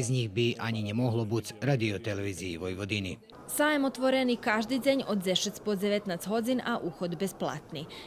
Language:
Rusyn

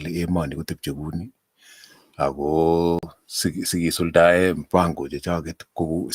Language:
Kalenjin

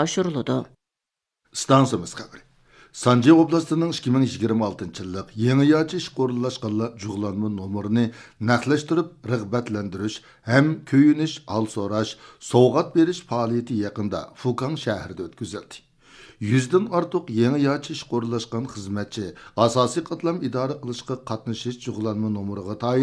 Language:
Uyghur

